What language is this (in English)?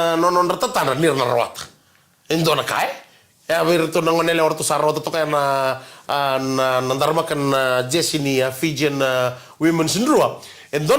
Fijian